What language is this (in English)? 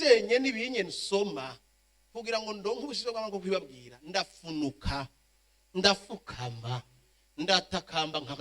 Rundi